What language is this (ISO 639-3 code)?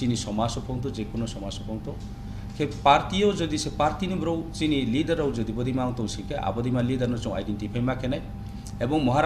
ria